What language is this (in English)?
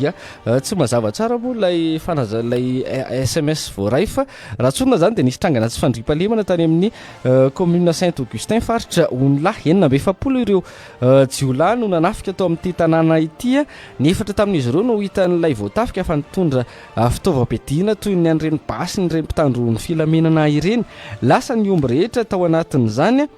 Malagasy